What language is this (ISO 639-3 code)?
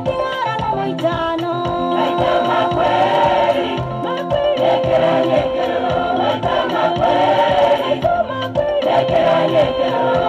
guz